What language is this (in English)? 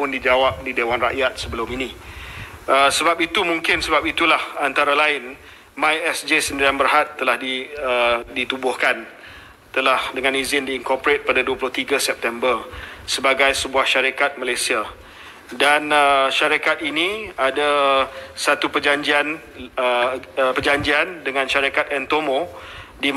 Malay